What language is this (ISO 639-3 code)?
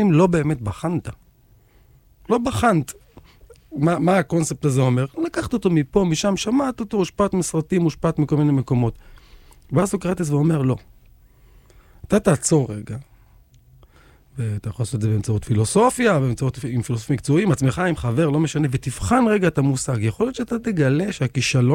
heb